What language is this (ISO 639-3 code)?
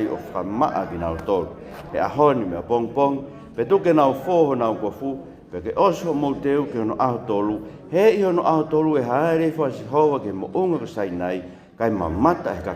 ton